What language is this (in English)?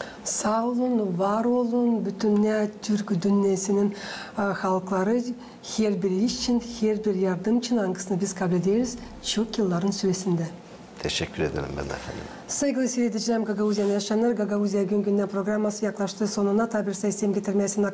Gagauz